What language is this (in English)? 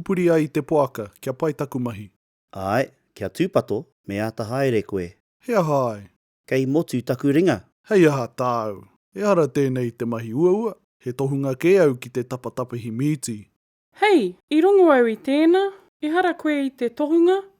Māori